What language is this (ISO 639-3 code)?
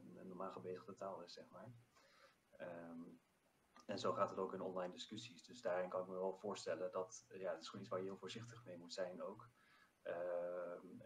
nld